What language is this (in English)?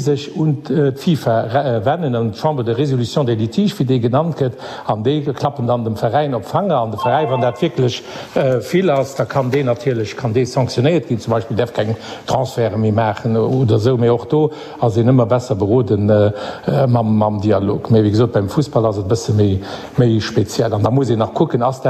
Luxembourgish